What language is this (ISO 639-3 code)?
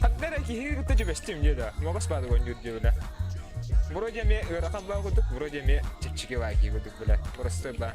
sah